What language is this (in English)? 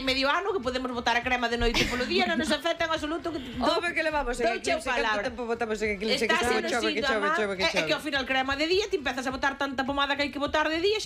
Galician